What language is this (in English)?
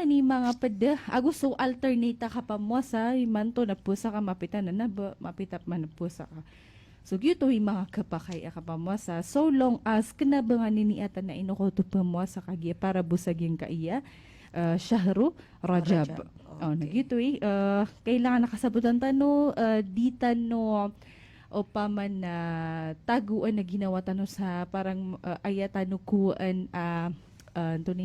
Maranao